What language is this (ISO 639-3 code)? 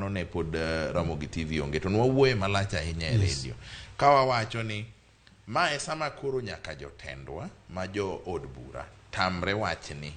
luo